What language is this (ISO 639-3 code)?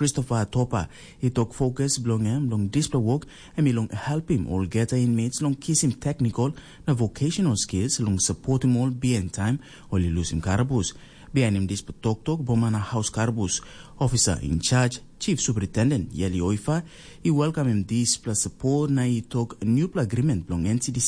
tpi